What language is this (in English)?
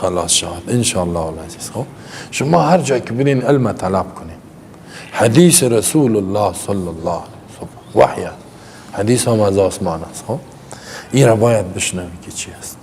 Persian